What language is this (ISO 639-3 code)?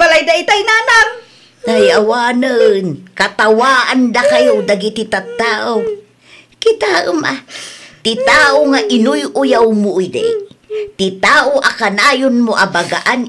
ilo